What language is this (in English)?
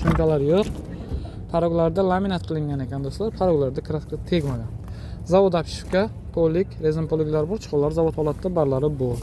Uzbek